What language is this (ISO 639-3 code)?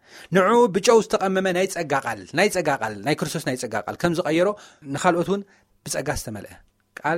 tir